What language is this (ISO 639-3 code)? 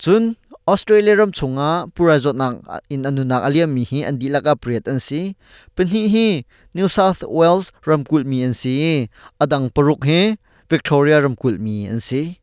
cnh